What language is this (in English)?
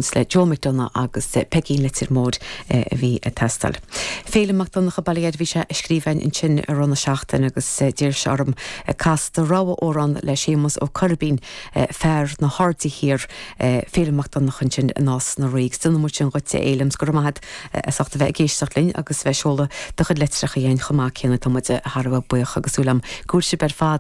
Irish